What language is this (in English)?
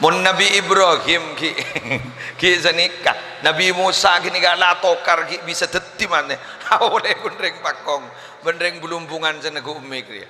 Madurese